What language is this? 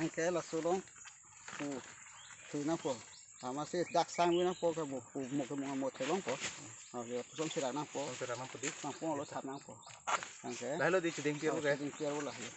Karbi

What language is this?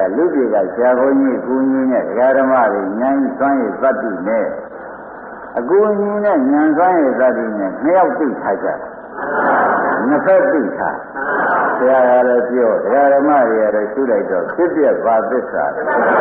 Burmese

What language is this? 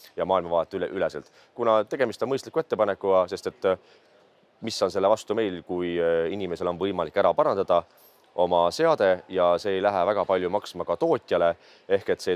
Estonian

